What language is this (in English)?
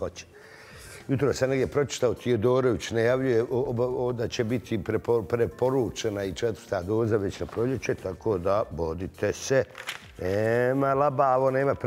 Bosnian